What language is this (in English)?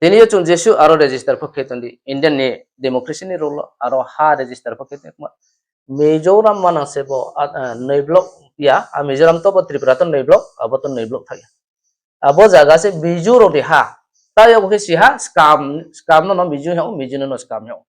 Riang (India)